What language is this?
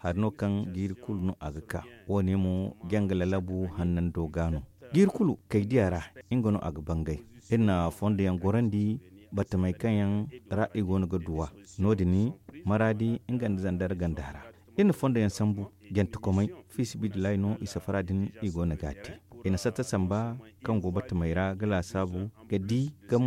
Zarma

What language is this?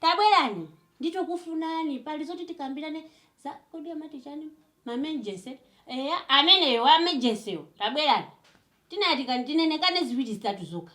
Nyanja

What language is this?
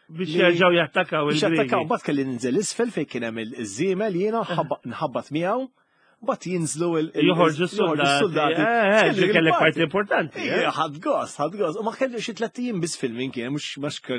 Maltese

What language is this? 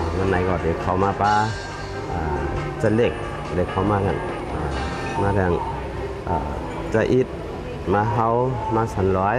Shan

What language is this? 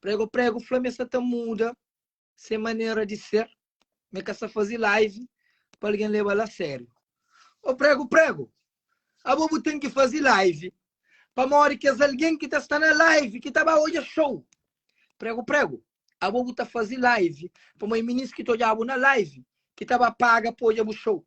Kabuverdianu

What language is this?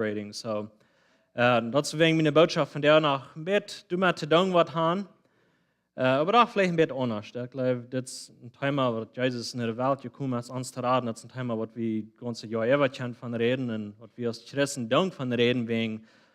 Plautdietsch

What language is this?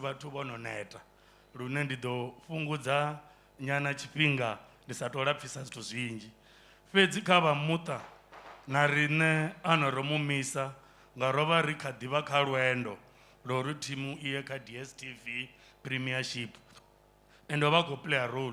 Venda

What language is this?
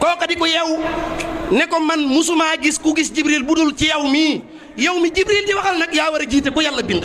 Wolof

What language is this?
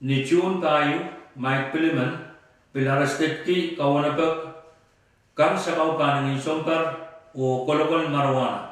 Pohnpeian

